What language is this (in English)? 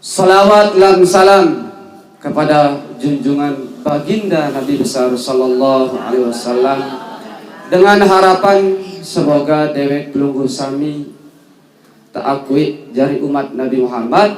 Sasak